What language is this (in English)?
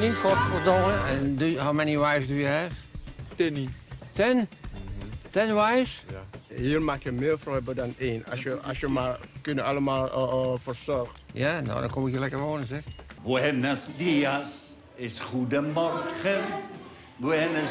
Dutch